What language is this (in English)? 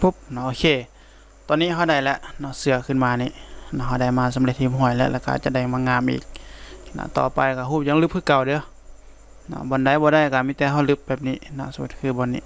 Lao